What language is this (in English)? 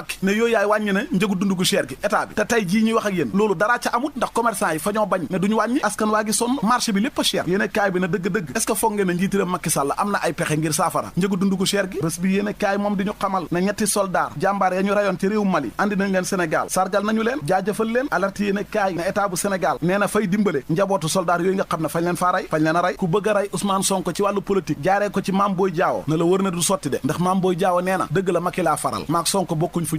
Wolof